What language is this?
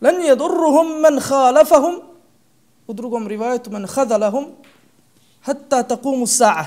Bosnian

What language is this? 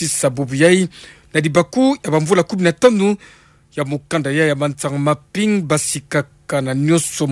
Kituba (Democratic Republic of Congo)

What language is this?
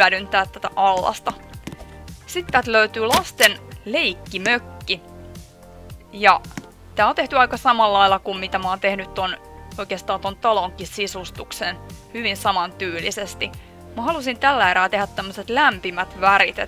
Finnish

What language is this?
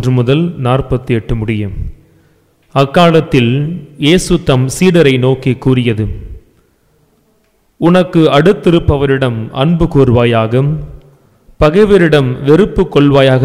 Tamil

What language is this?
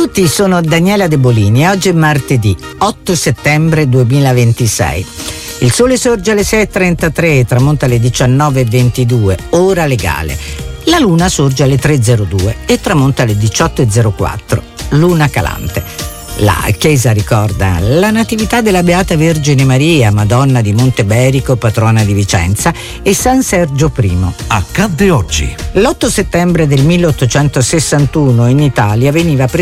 Italian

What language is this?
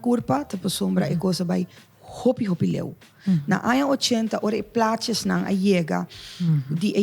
Papiamento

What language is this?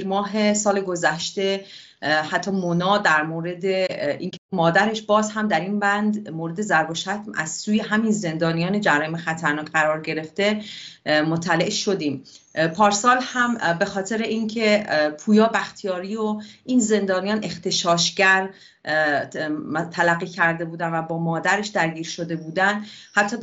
Persian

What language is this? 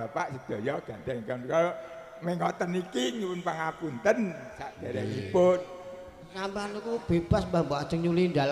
Javanese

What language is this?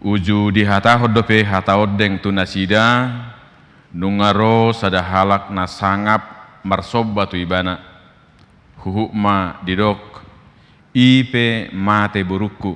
Batak Toba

